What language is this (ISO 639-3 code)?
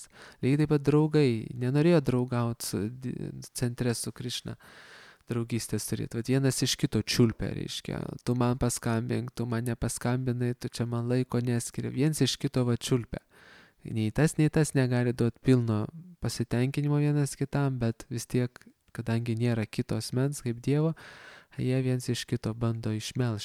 lit